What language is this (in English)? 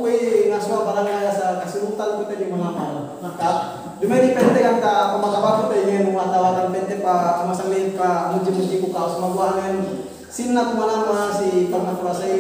Yakan